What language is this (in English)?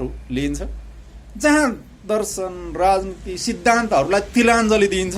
Nepali